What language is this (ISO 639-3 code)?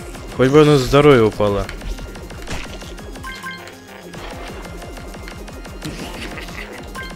rus